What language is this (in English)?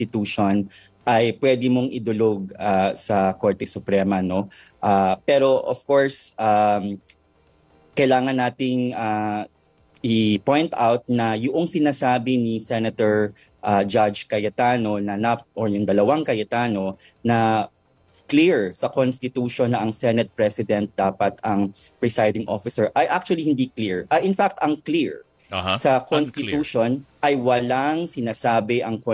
Filipino